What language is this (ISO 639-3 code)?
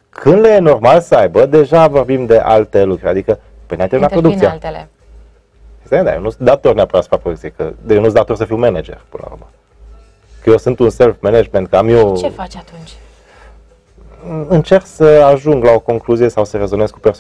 ron